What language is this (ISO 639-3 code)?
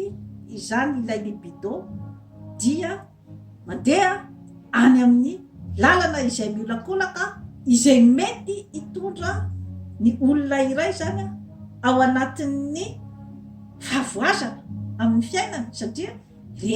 mlg